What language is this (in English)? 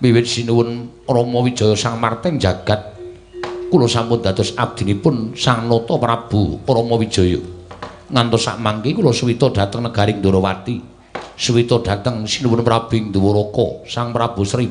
Javanese